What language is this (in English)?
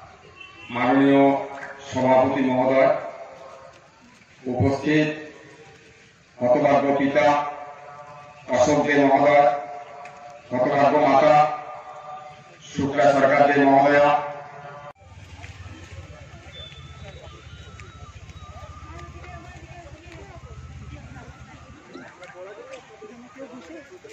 Bangla